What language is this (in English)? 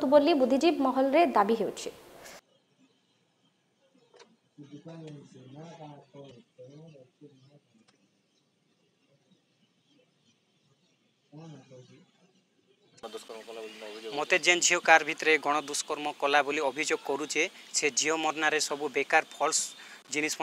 Odia